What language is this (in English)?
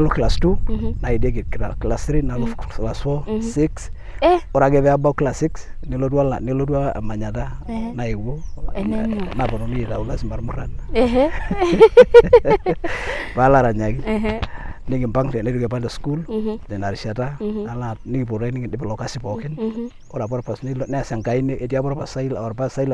Masai